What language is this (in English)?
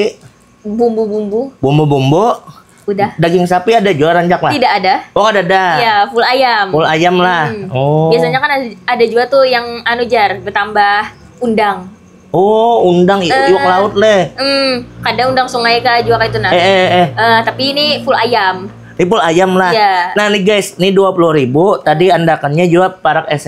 Banjar